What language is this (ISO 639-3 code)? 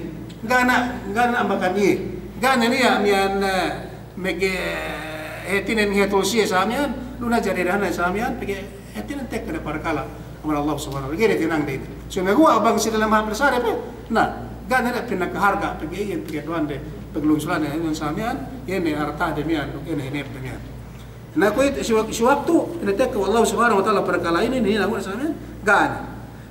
yka